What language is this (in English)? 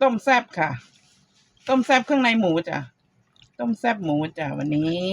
Lao